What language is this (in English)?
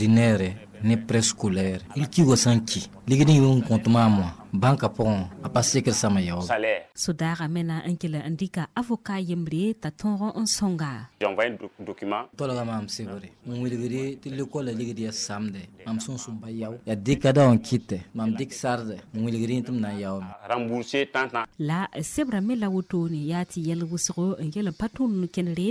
Mossi